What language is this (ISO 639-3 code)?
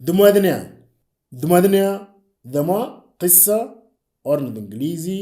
mor